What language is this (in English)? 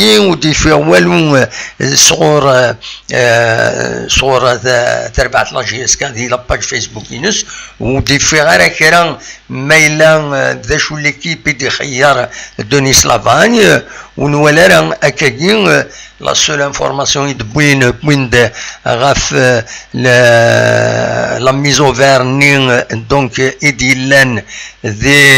Kabyle